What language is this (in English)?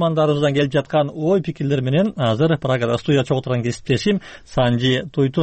Kyrgyz